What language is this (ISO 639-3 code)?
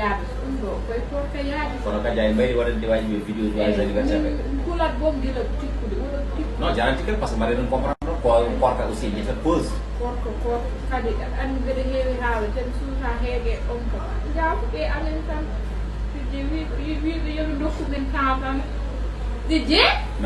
ful